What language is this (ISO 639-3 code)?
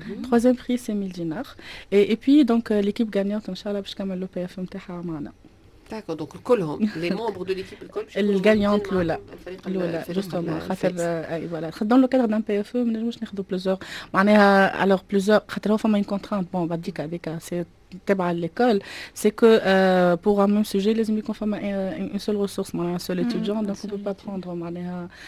aeb